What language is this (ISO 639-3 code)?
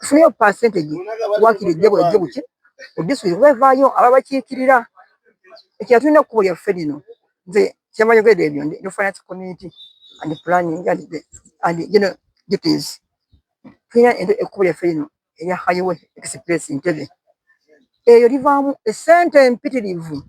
lug